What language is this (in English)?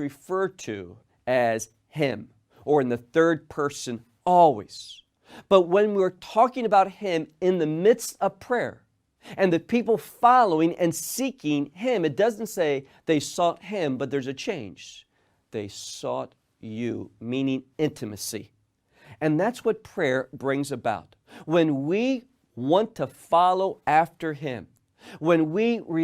English